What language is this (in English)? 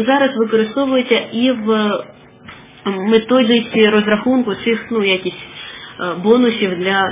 Ukrainian